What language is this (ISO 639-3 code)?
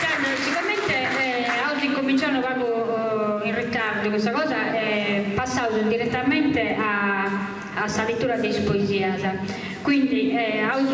srd